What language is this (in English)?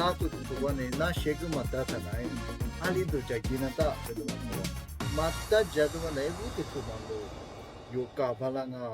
Lisu